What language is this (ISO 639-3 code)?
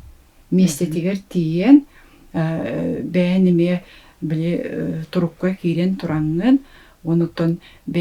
sah